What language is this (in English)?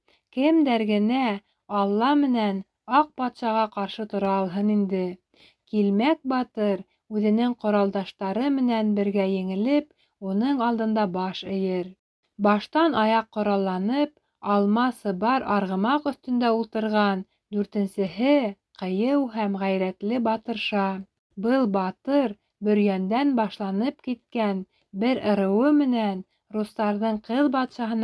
Bashkir